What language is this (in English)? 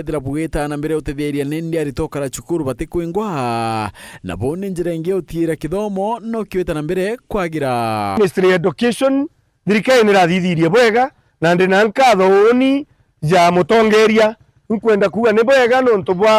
Meru